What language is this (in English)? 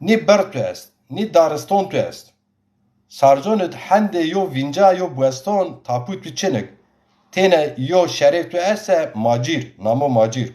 Zaza